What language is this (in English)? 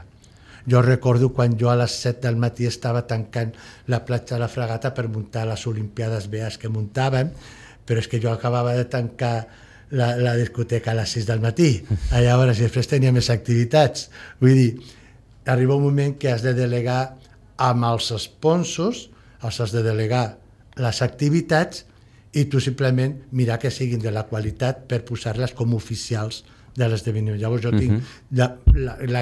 Catalan